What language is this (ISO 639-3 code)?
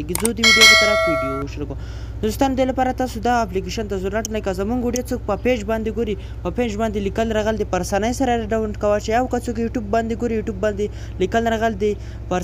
pus